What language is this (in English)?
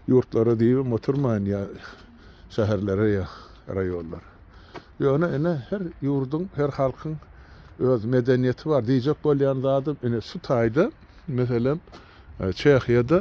Turkmen